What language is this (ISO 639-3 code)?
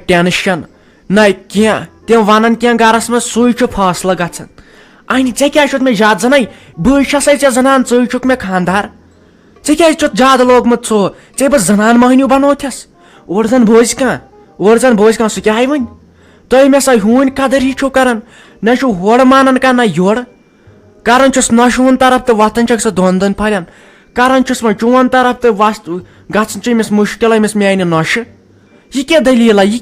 kas